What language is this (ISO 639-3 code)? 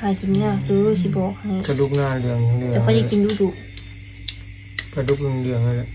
lao